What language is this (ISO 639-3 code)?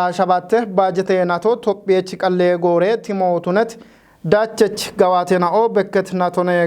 kbr